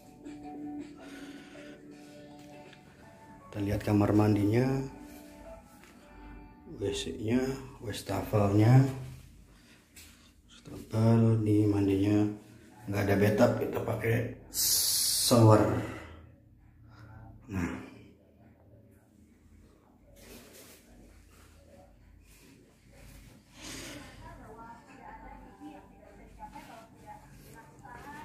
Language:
Indonesian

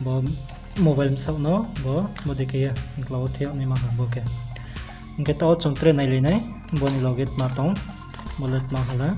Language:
Riang (India)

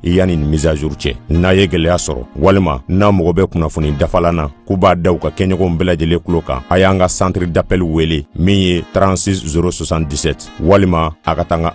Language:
Bambara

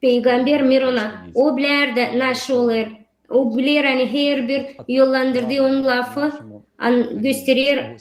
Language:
Gagauz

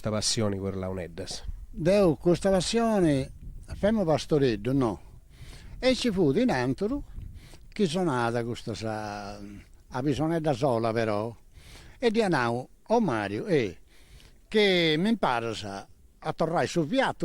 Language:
Sardinian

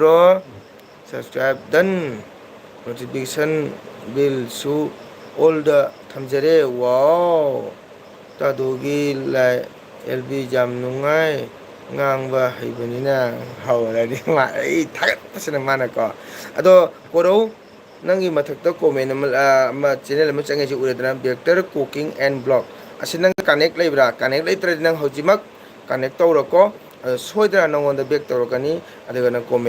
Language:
Manipuri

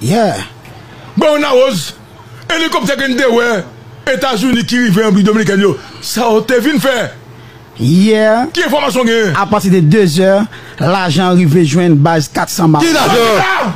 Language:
Haitian Creole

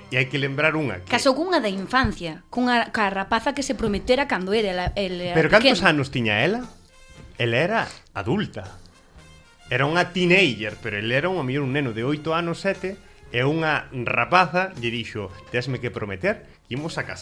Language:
Galician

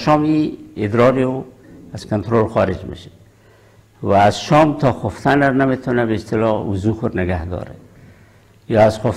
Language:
Persian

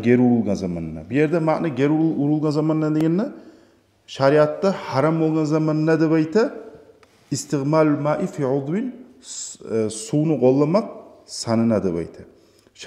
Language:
Kumyk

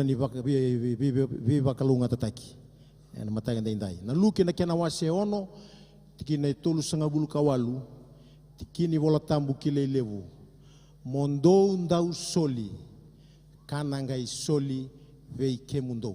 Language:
Fijian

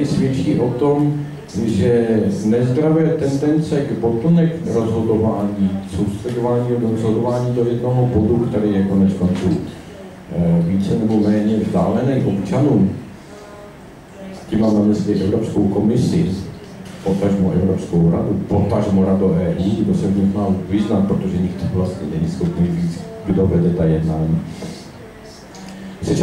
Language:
Czech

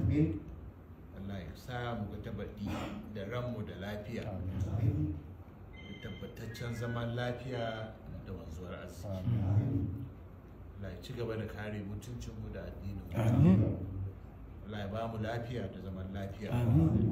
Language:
Hausa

